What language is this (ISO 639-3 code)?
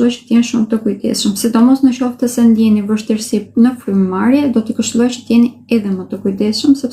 sqi